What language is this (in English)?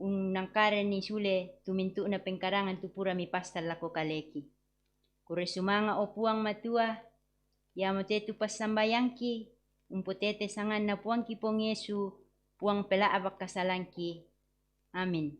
Toraja-Sa'dan